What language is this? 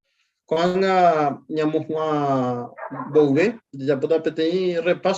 Guarani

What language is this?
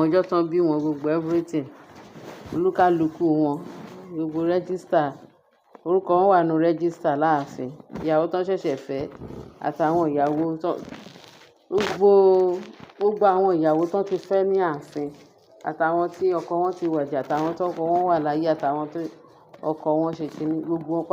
Yoruba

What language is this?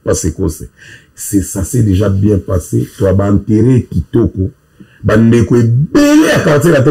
Lingala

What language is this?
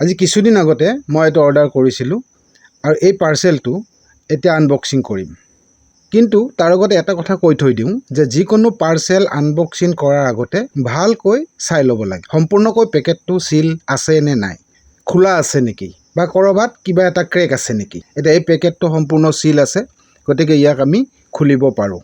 Assamese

